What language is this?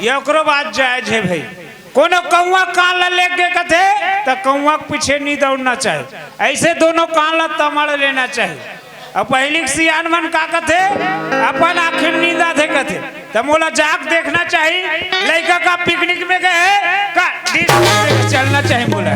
Chhattisgarhi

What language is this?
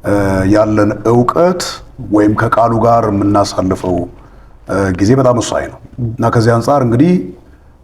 Amharic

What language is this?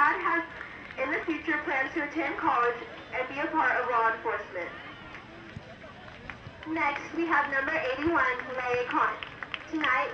English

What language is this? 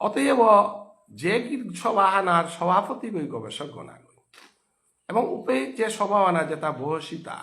Bishnupriya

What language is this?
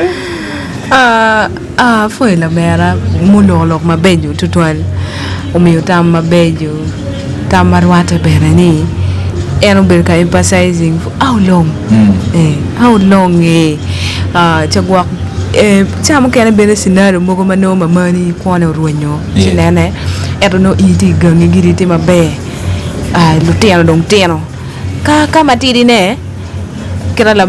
Acoli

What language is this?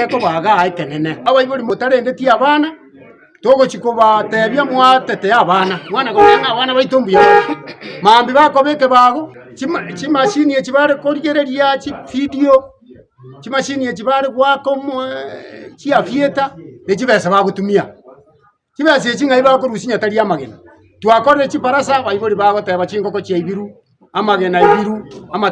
Gusii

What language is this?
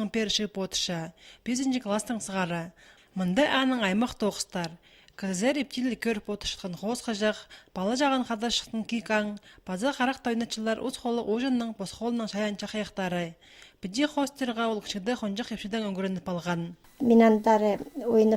Khakas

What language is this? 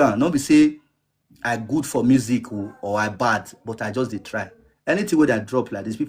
Nigerian Pidgin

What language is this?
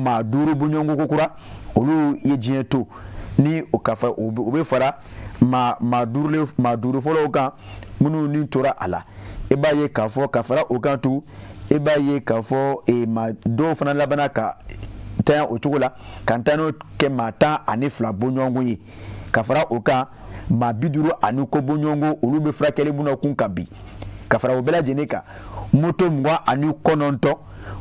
Bambara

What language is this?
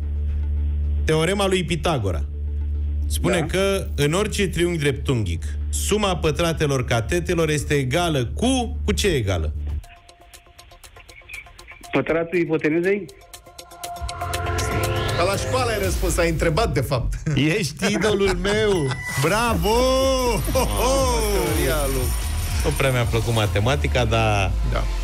Romanian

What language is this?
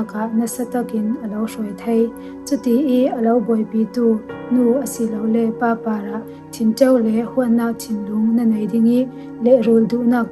Falam Chin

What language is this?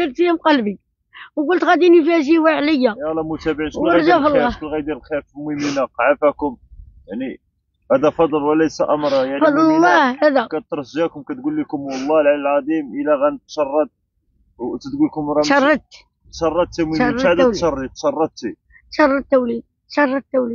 Moroccan Arabic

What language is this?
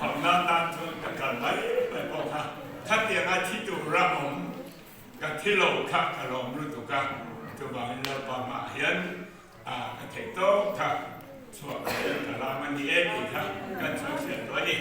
Mizo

